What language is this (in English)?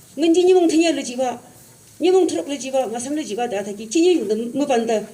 Yimchungru Naga